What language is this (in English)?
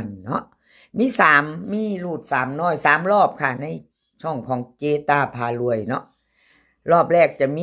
Northeastern Thai